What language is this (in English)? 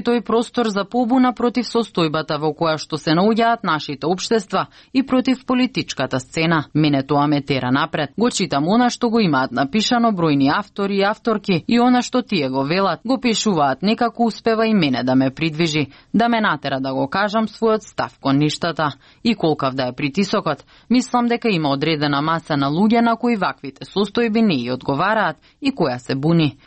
Macedonian